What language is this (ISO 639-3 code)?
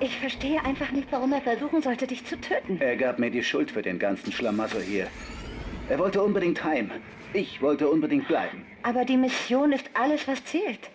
gsw